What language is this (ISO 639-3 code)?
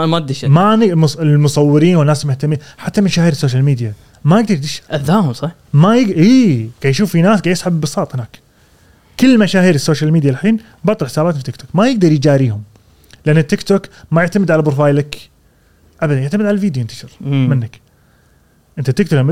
afb